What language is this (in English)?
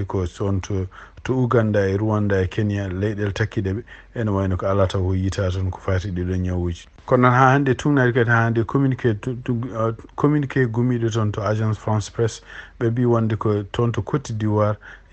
Fula